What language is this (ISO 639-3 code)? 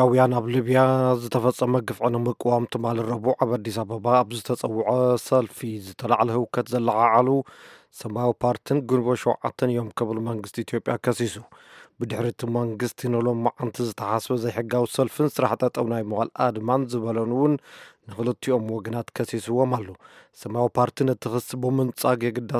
tir